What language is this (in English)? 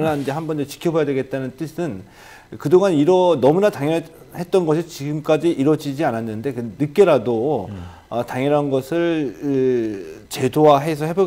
Korean